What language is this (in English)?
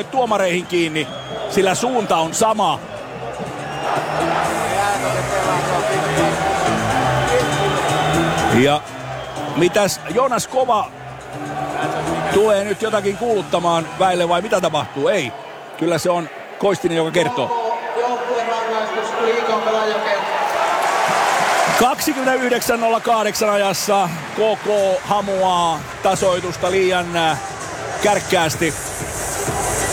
Finnish